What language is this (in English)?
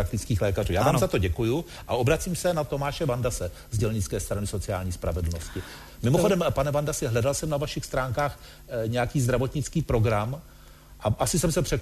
Czech